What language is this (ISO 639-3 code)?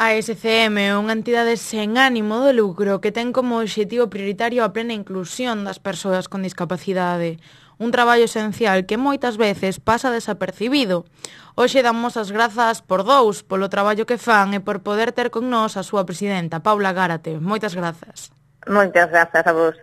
glg